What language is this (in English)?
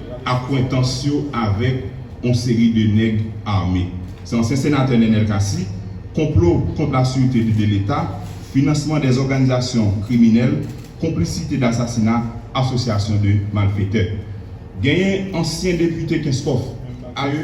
Haitian Creole